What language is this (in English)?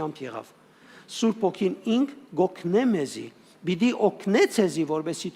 Western Armenian